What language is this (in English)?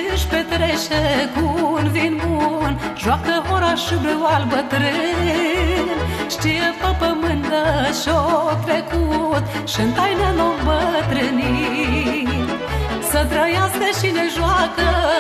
Romanian